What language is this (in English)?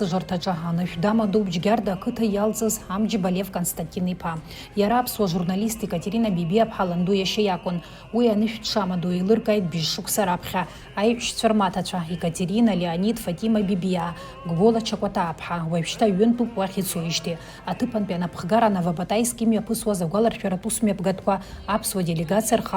Abkhazian